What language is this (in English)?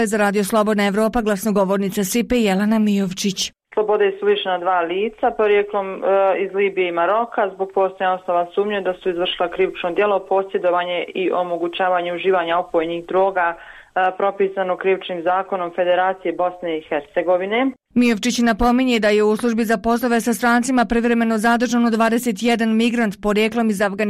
Bosnian